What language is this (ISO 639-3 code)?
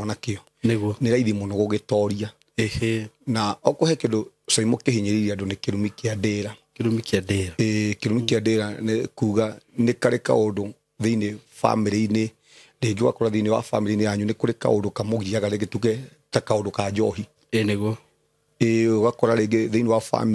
kik